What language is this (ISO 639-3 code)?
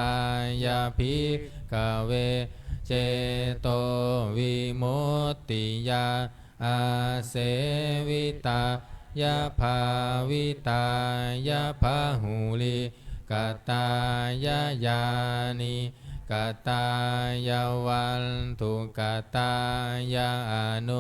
pli